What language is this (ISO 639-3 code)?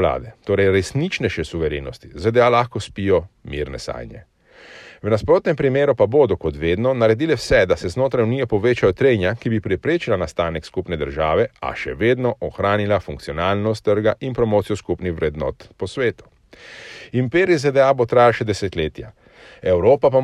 slv